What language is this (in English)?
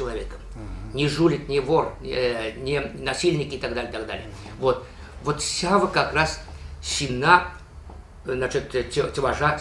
Chuvash